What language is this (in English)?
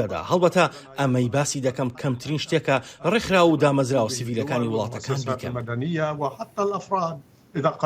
Central Kurdish